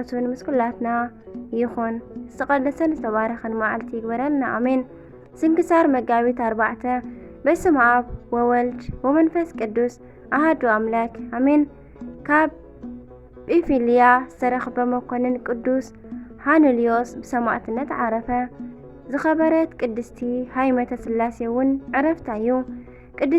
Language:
Tigrinya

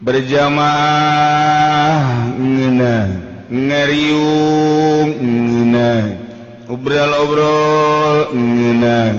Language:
Sundanese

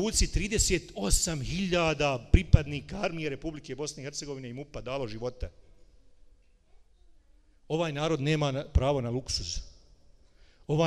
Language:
Bosnian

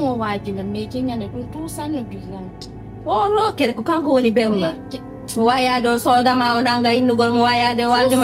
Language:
Fula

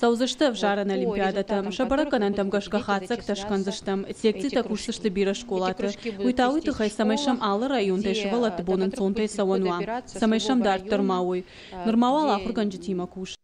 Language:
Ossetic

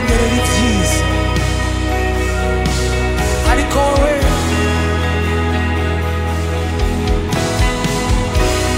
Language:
Kinyarwanda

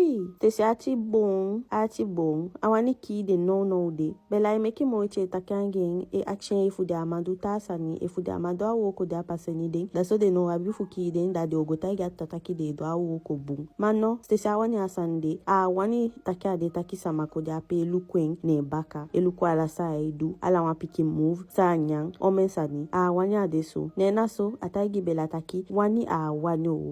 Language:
Eastern Maroon Creole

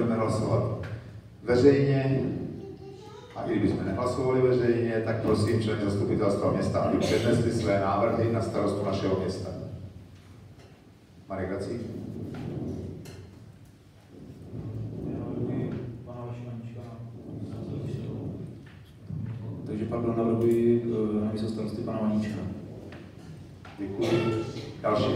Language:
Czech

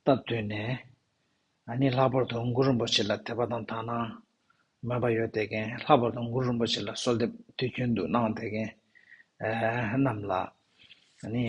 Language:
Tibetan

